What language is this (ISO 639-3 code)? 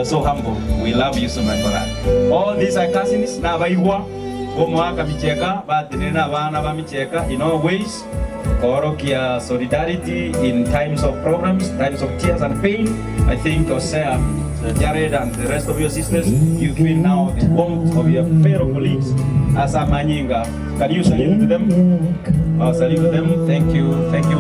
guz